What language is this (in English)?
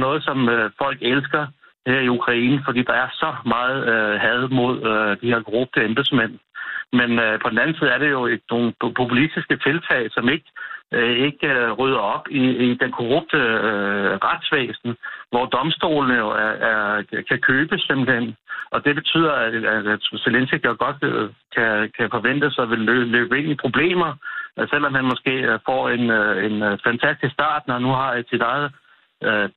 Danish